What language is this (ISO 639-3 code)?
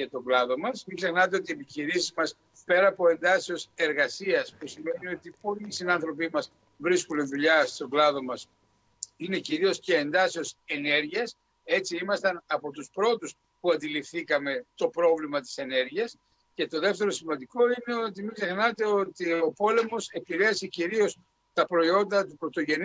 ell